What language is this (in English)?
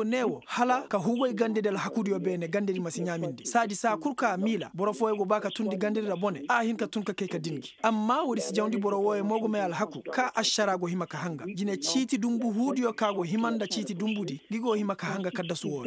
Koyraboro Senni